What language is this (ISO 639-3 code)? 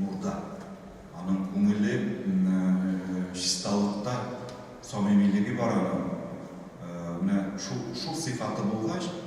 tat